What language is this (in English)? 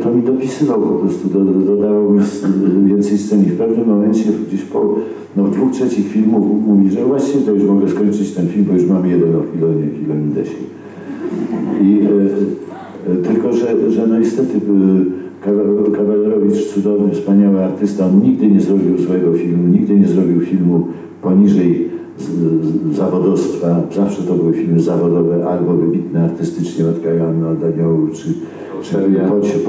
Polish